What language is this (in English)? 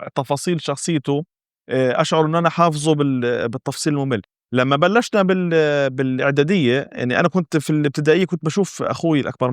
North Levantine Arabic